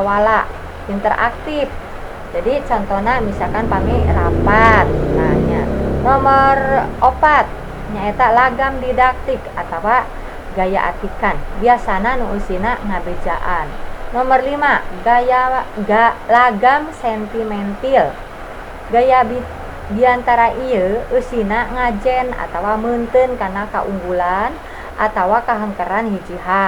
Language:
Sundanese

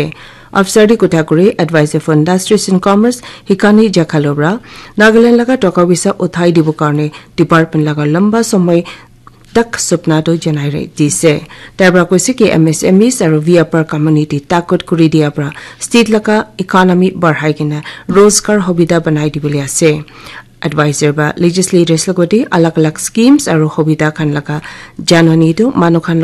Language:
Naga Pidgin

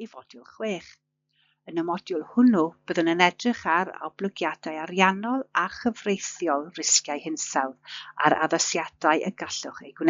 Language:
Welsh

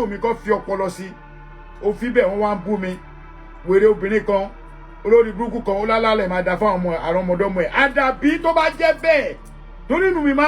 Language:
Yoruba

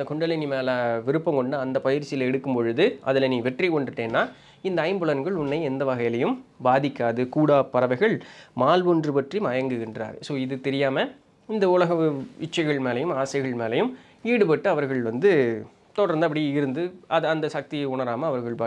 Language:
Tamil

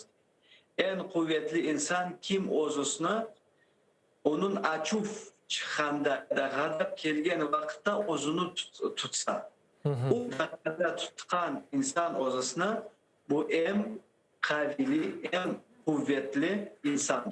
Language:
Crimean Tatar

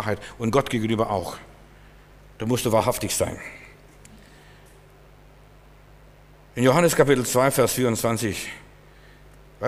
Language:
German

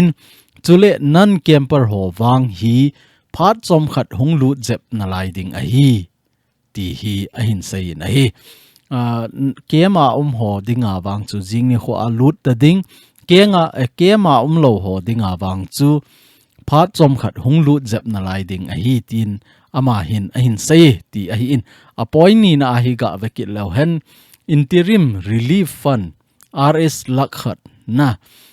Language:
Thado Chin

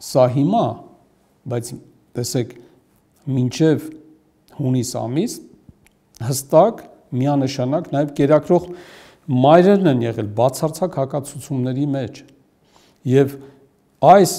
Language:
Armenian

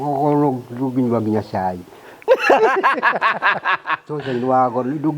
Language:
Kikuyu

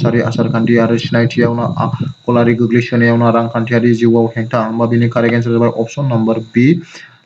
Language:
Bodo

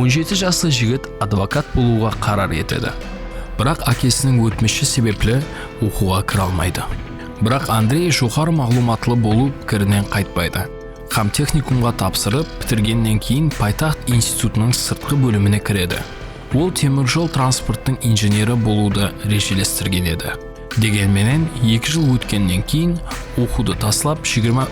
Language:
Kara-Kalpak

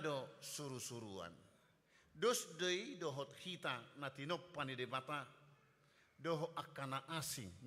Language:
Batak Toba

